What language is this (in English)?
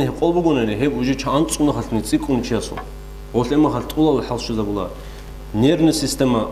Avaric